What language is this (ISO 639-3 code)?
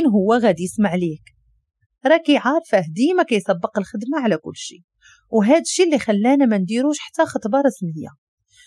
ary